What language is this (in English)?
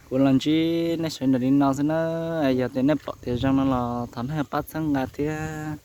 Hmong